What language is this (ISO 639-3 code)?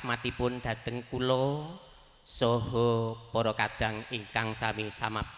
jav